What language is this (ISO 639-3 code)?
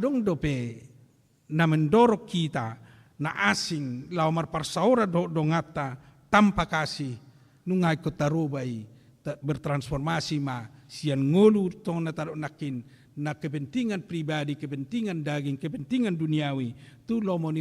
bbc